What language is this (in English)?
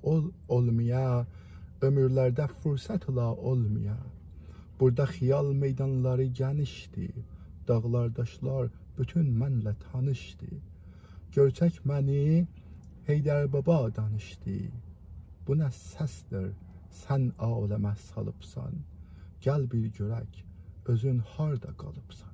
South Azerbaijani